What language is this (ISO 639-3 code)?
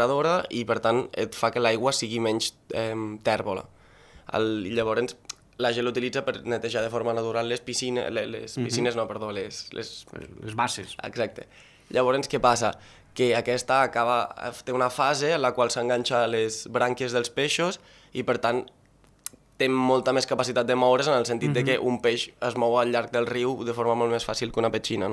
cat